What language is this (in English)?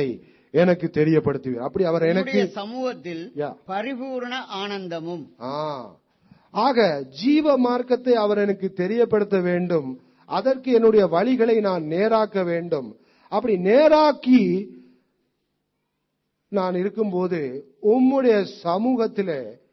Tamil